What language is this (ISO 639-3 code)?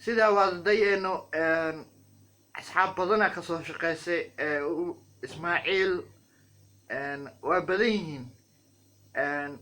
som